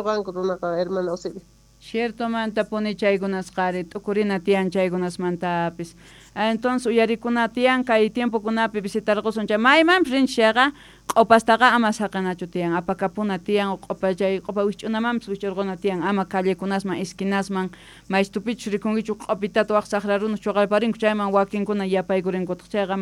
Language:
Quechua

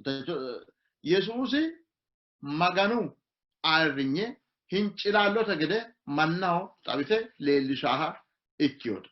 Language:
Sidamo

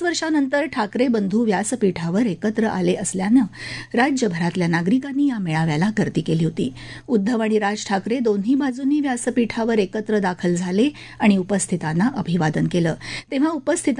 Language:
Marathi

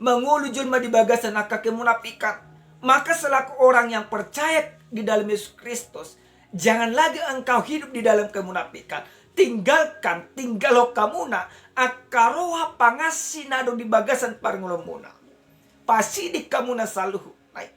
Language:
Batak Toba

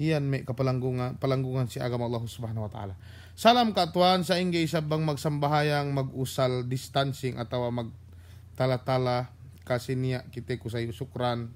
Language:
Yakan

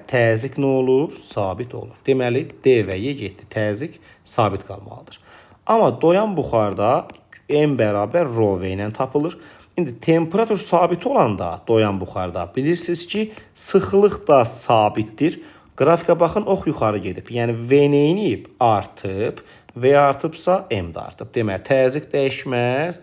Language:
Azerbaijani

